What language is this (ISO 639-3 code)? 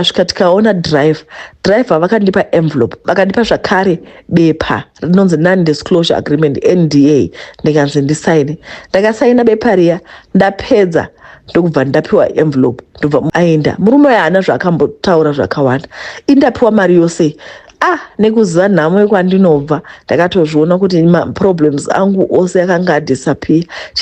sna